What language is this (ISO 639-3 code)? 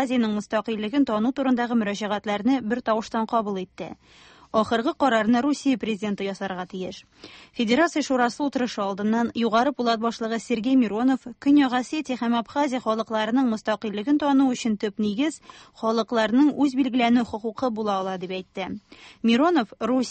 tat